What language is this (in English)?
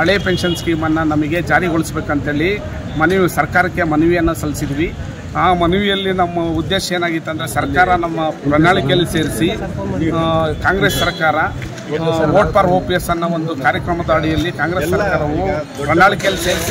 Kannada